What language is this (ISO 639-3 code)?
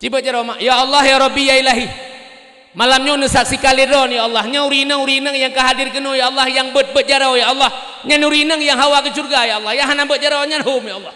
ace